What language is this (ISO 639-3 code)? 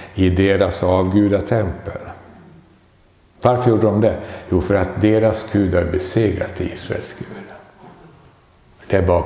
swe